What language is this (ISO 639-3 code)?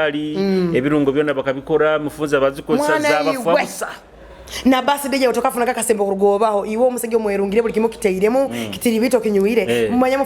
nyo